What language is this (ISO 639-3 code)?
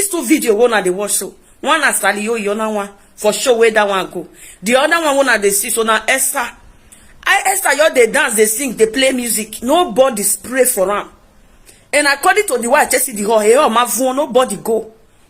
pcm